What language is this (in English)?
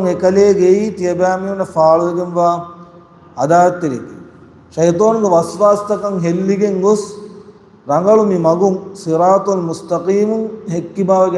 Divehi